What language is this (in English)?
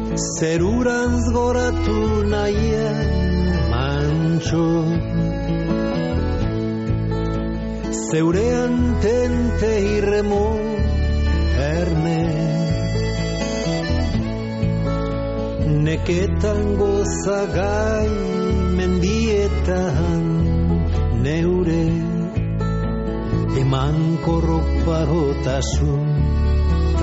Basque